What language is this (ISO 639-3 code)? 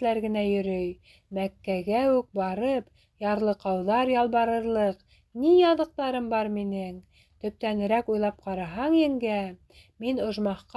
bak